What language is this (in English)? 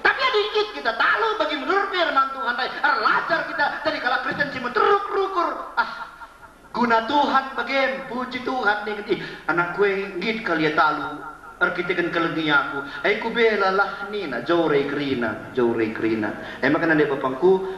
Batak Karo